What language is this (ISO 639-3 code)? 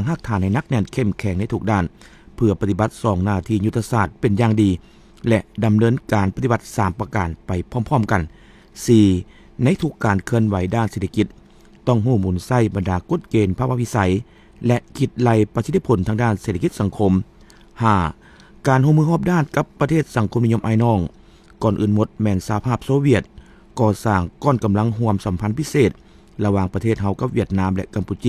lao